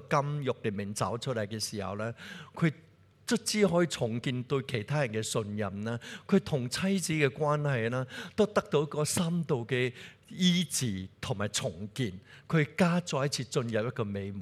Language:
Cantonese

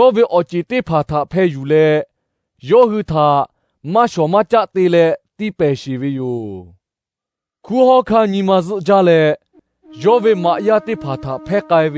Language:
Lahu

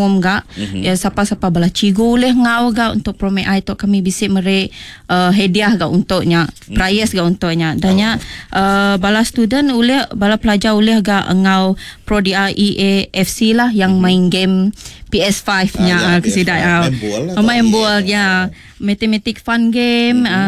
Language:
Iban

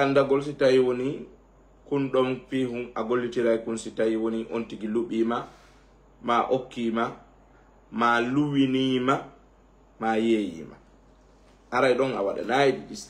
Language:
Fula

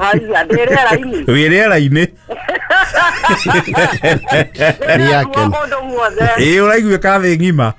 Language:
Kikuyu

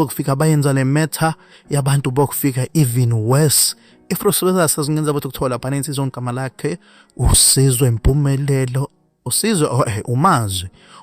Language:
Zulu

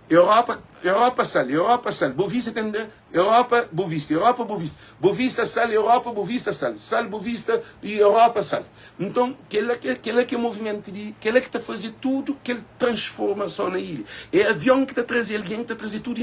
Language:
Kabuverdianu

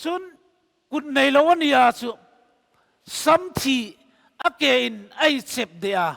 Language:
Hmar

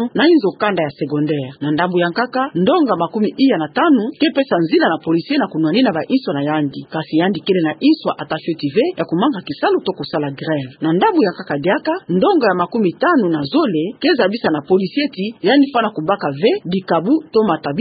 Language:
Kituba (Democratic Republic of Congo)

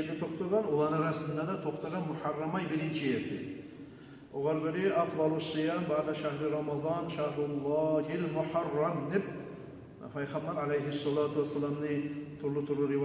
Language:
Kumyk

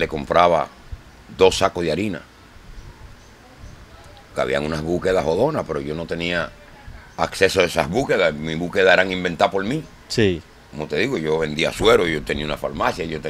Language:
Spanish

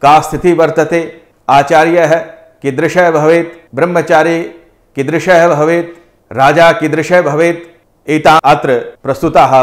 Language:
Sanskrit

